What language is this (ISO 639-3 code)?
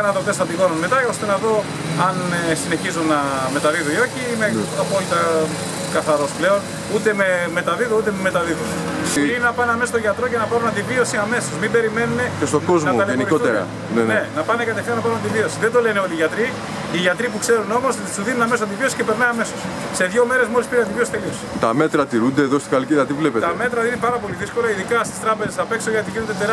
ell